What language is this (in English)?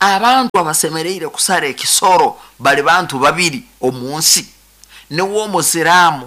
Nyoro